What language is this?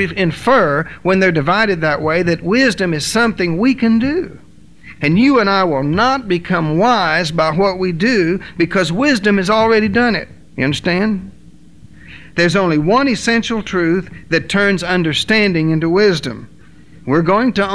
English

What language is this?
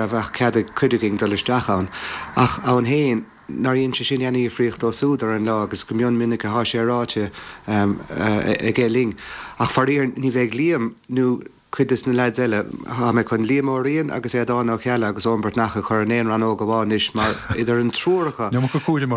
Irish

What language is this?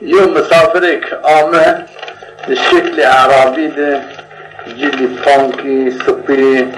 Zaza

